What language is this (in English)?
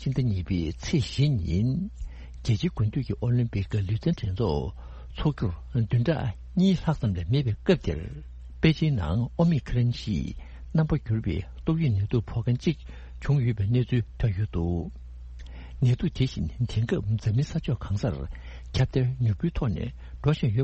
Tibetan